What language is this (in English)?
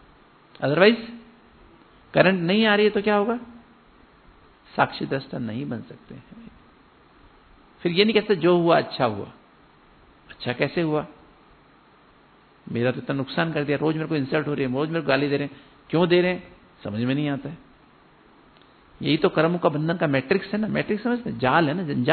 Hindi